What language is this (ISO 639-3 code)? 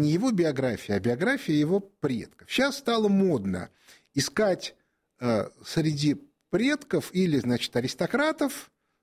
rus